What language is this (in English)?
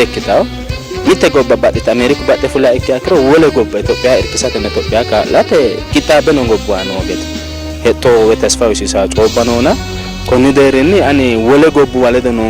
Sidamo